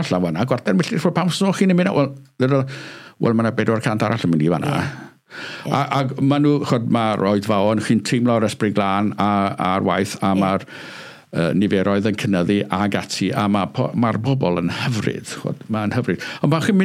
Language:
Welsh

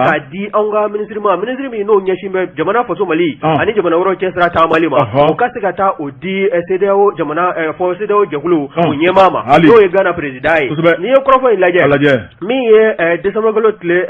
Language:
Bambara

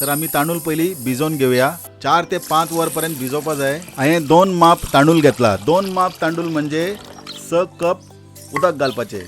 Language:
Konkani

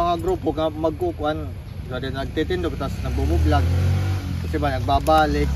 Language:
Waray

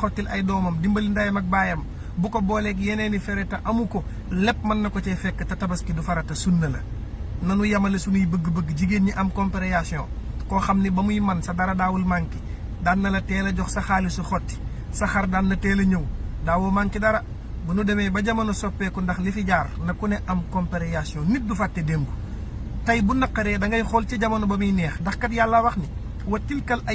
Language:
Wolof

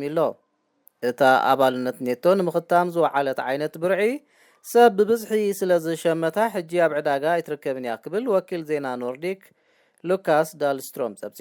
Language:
Tigrinya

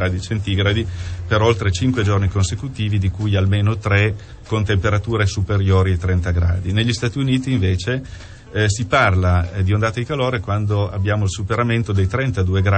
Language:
Italian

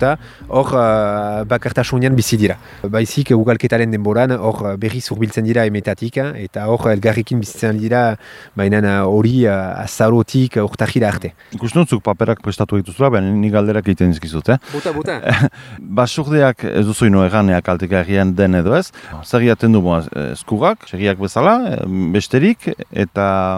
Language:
Basque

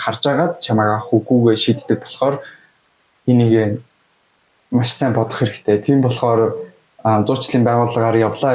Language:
Mongolian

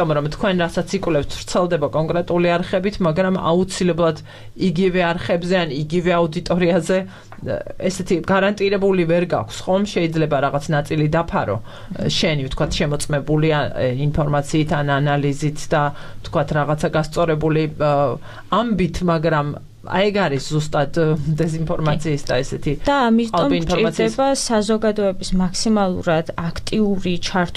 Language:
Georgian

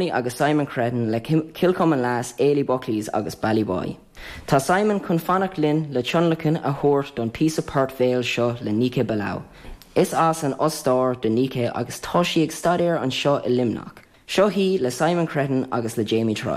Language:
Irish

